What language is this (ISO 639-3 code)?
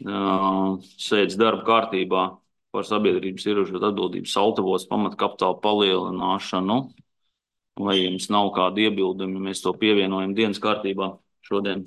lav